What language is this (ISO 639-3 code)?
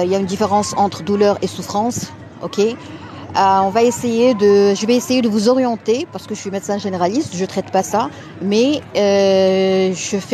fra